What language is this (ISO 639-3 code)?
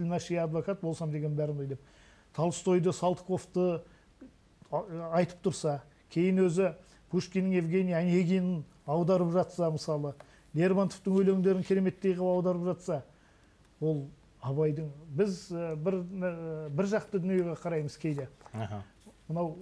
kaz